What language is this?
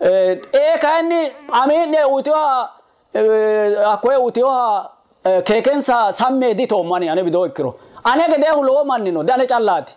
Sidamo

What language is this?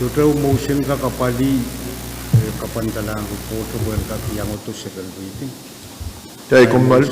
Pohnpeian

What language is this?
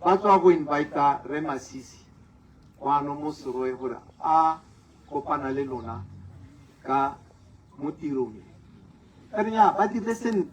Tswana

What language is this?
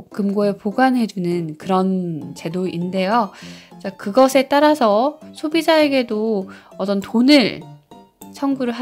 Korean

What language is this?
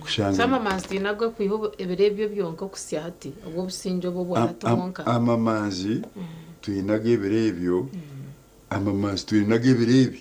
Nyankole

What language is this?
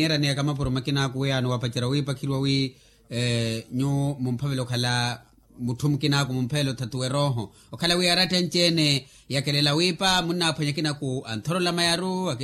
Makhuwa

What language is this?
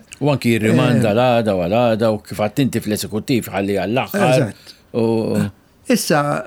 Maltese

